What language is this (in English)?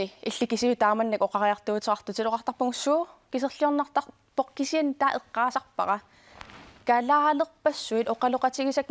Kalaallisut